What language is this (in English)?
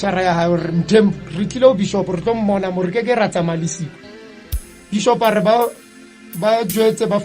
Southern Sotho